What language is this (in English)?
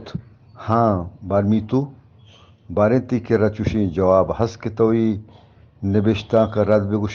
Eastern Balochi